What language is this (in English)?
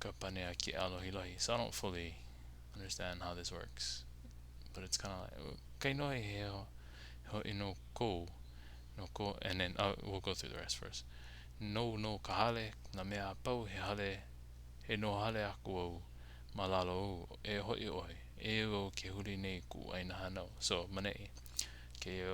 Hawaiian